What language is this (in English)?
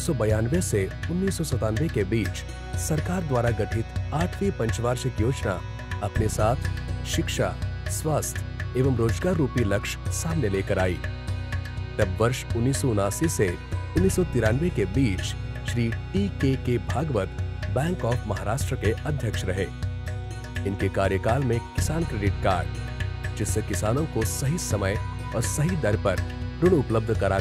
Hindi